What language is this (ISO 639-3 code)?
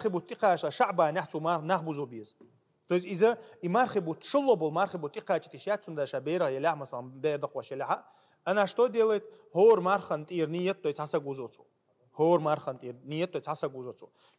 che